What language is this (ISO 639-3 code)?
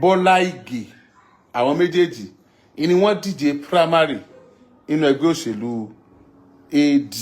yor